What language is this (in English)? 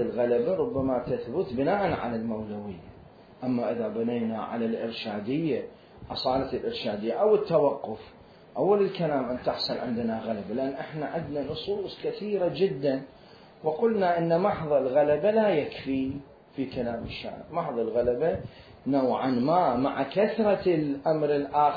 Mesopotamian Arabic